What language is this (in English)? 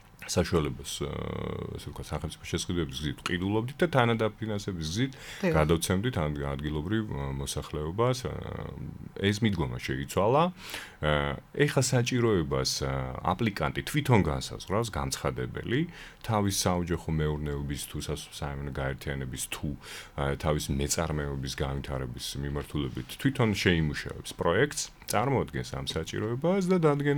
Georgian